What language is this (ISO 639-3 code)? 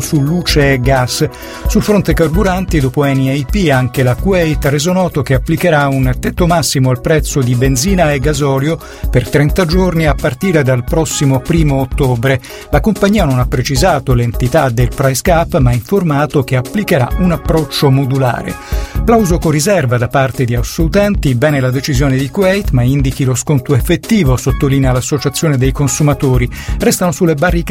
ita